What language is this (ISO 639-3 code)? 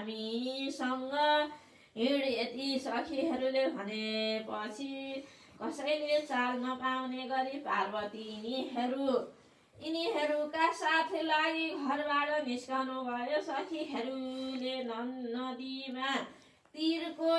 nep